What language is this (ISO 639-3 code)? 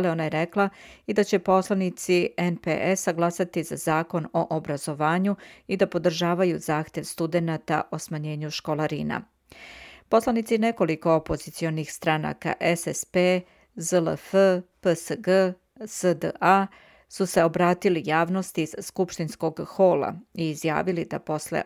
srp